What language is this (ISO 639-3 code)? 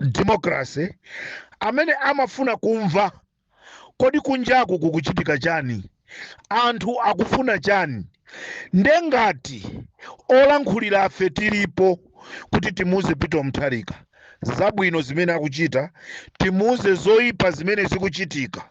nya